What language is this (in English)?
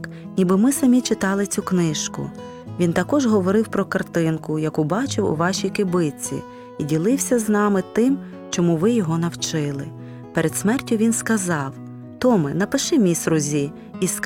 Ukrainian